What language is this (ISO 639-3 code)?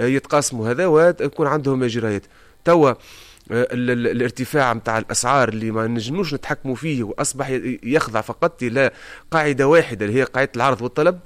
aeb